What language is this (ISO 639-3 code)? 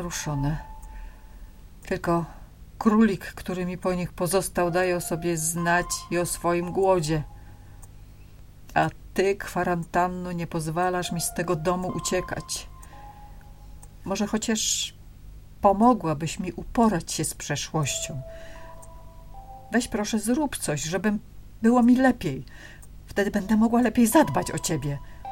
pol